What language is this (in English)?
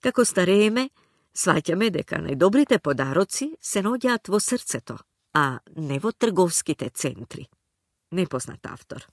Macedonian